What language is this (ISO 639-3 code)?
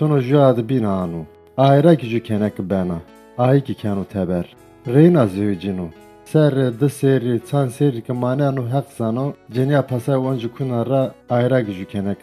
zza